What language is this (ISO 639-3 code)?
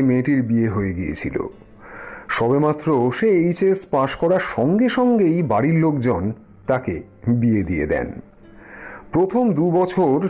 ben